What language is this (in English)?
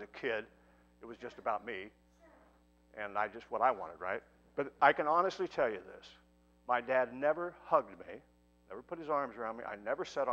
English